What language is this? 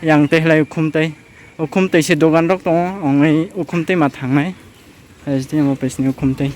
Kok Borok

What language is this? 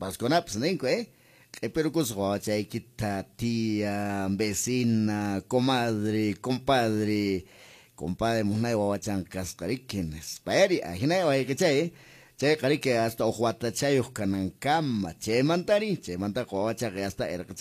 Quechua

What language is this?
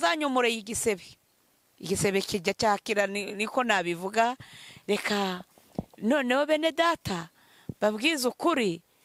Kinyarwanda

